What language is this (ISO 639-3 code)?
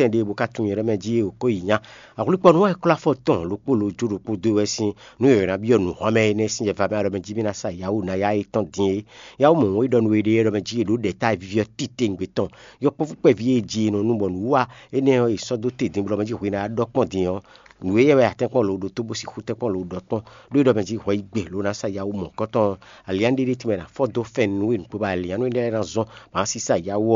fon